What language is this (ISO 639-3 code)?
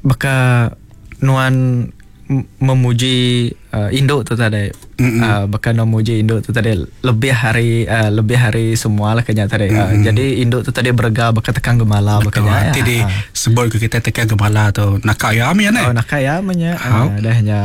iba